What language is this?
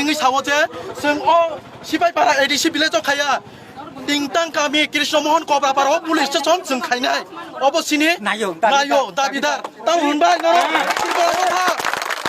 Kok Borok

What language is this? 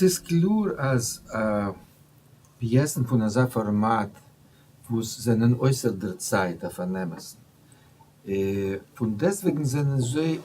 Yiddish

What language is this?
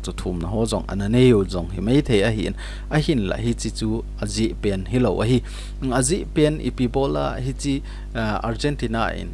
Thado Chin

